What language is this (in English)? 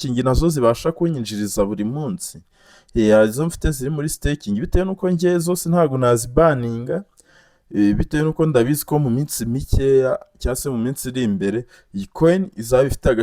Kinyarwanda